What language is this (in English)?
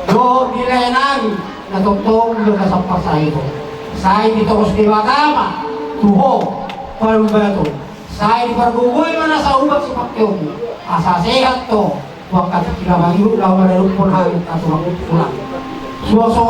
Batak Toba